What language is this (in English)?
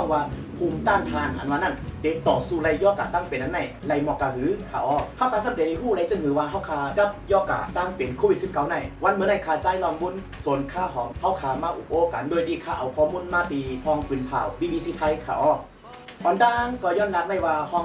Shan